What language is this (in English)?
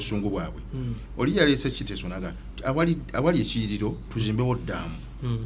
Ganda